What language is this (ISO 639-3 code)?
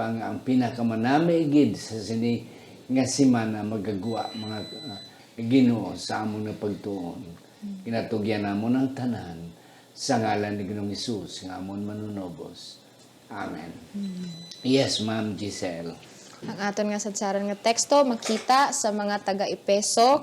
hil